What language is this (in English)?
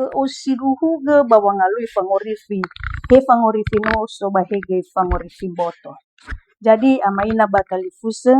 Nias